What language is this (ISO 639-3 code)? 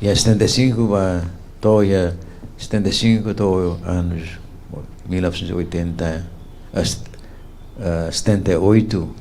tet